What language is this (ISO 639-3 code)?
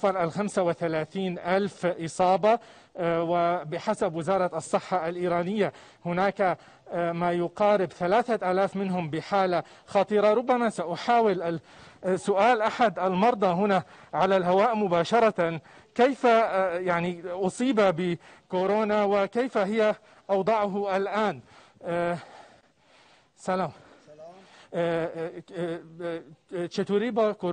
ara